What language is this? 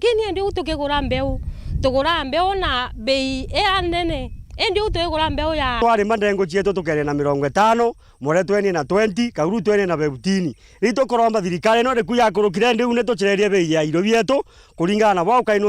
Meru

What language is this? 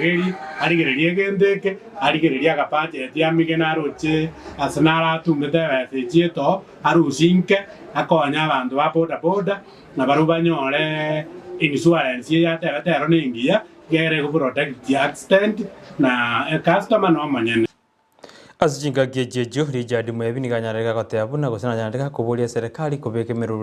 Gusii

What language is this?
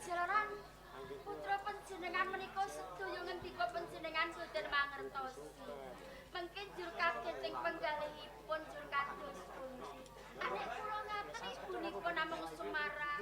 Javanese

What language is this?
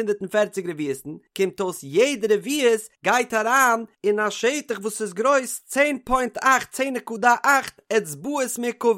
Yiddish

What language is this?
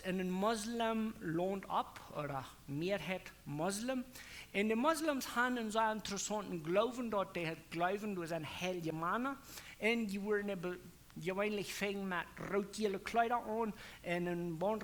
Plautdietsch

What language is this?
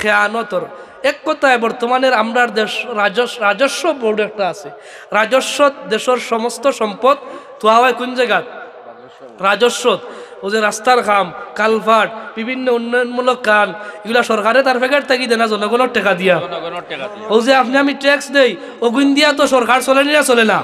Sylheti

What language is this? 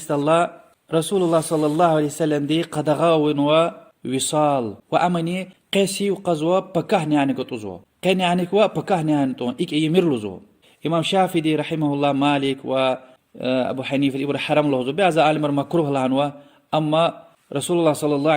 Lezghian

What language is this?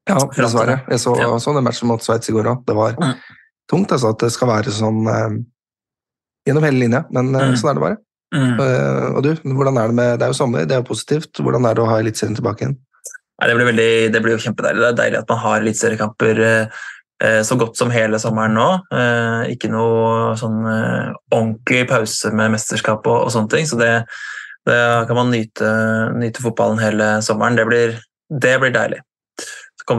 Norwegian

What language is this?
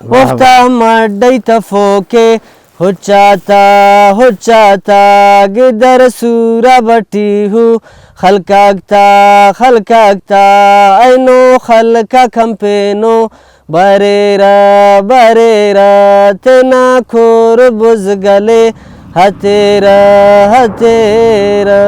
Brahui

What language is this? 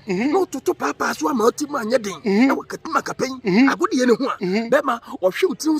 Akan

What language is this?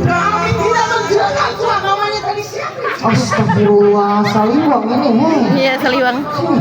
Banjar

